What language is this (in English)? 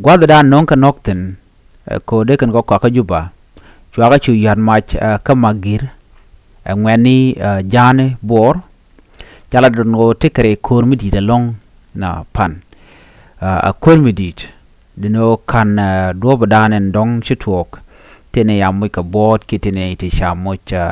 Nuer